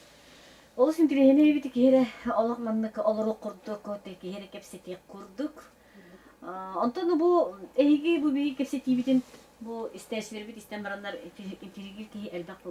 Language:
Yakut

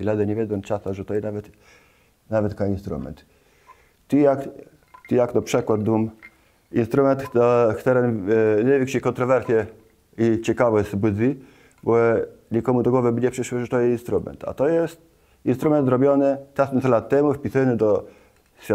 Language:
Kashubian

